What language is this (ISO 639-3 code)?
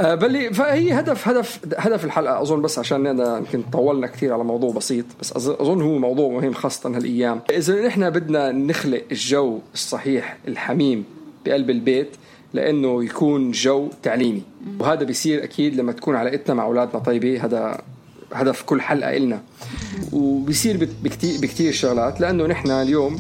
apc